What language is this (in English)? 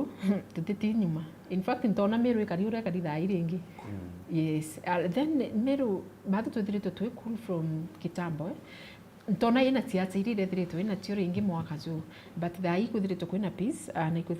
Meru